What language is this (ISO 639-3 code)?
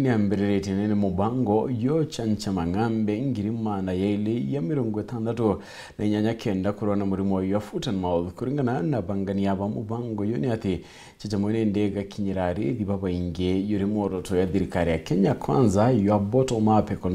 mer